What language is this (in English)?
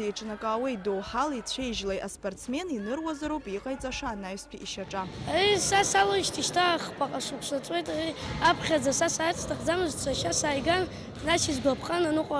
Abkhazian